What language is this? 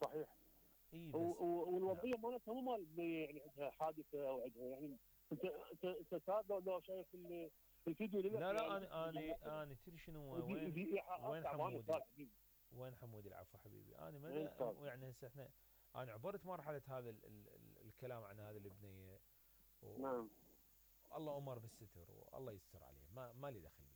Mesopotamian Arabic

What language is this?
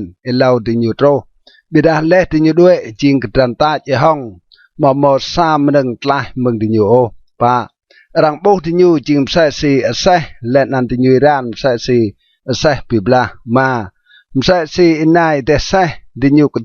Rade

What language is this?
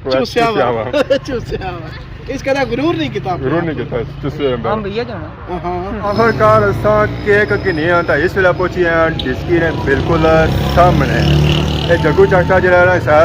Pahari-Potwari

